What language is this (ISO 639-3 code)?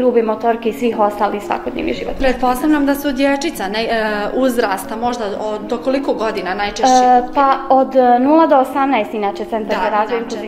bos